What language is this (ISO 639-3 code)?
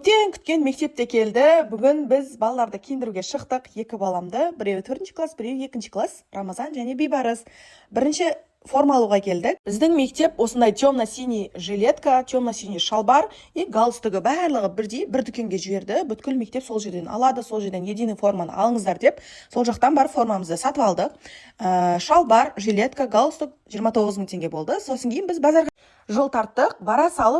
kaz